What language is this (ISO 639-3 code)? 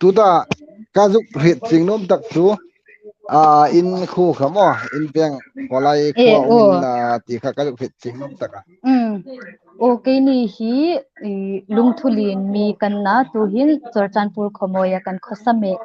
hmr